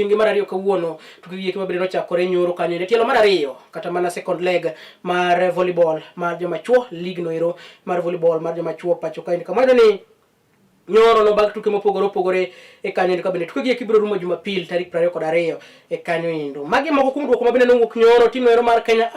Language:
Luo (Kenya and Tanzania)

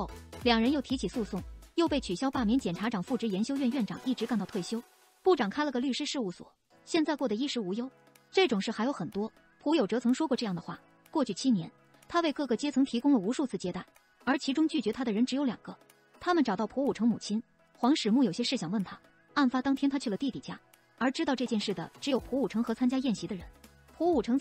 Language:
Chinese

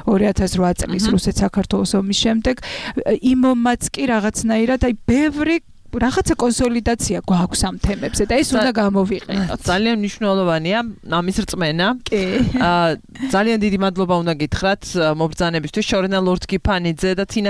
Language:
Georgian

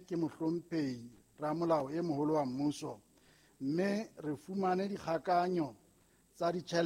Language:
Southern Sotho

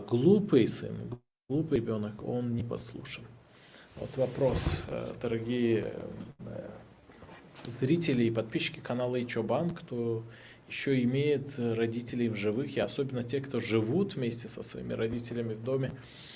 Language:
Gagauz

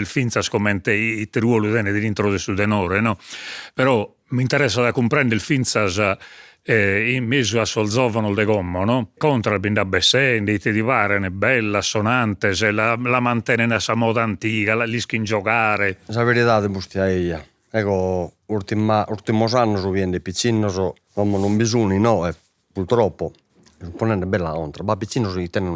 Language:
Sardinian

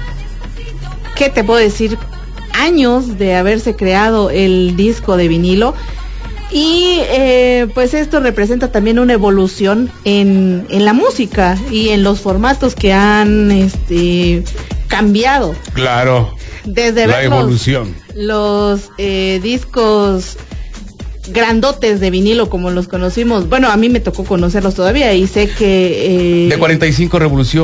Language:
Spanish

